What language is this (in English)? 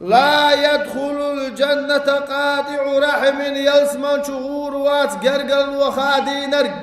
Chechen